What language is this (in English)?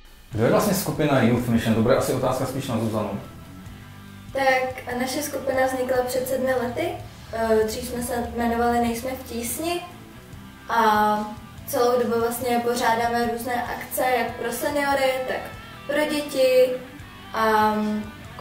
Czech